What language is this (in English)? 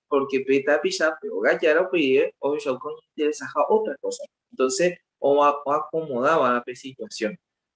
Guarani